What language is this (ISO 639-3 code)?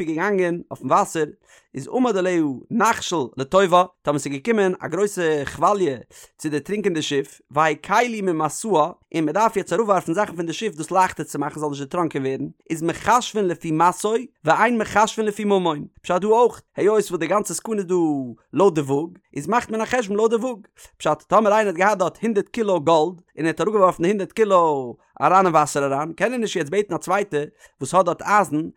yid